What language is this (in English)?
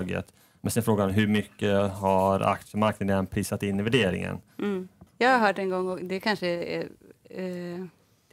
Swedish